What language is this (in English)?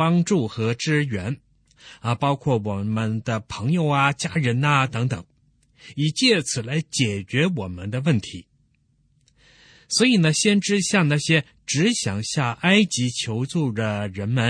Chinese